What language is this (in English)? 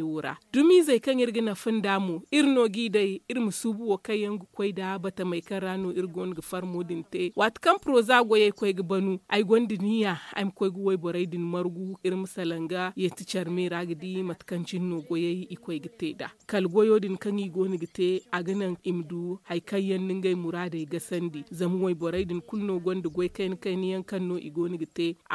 Zarma